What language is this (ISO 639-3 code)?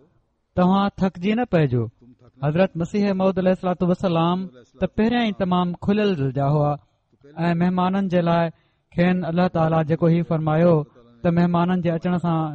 snd